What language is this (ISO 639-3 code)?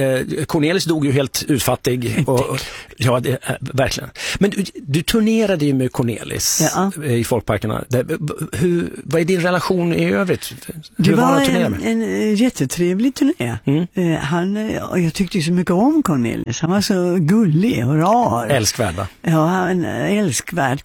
swe